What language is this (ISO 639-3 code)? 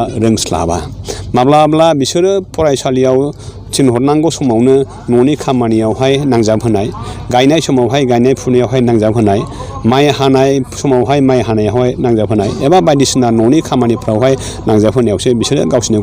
brx